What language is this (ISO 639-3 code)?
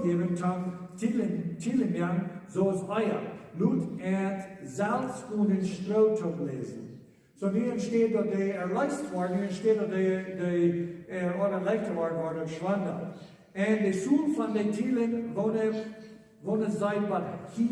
pdt